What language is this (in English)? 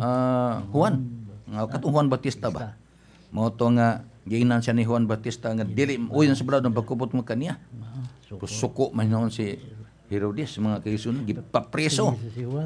Cebuano